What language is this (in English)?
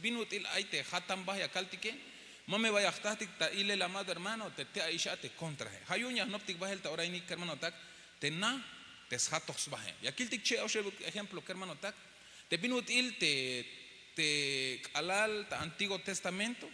Tzeltal